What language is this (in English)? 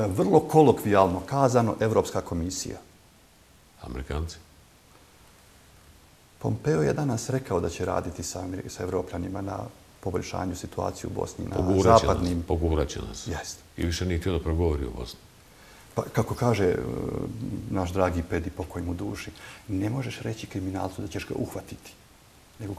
Bosnian